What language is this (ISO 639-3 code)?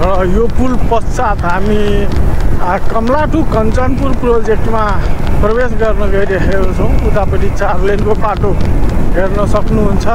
nep